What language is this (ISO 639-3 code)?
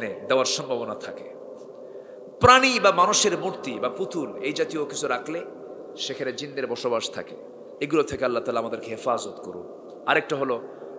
ben